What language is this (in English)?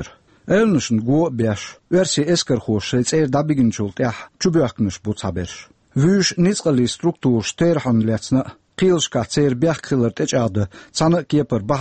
Chechen